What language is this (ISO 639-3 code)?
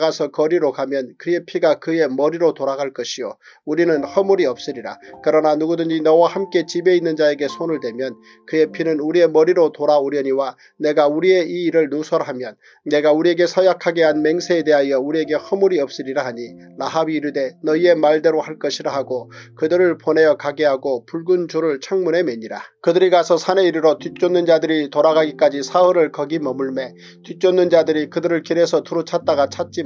kor